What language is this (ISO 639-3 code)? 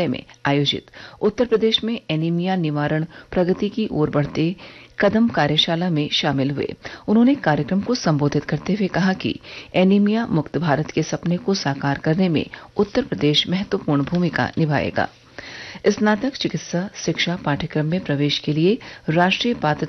hin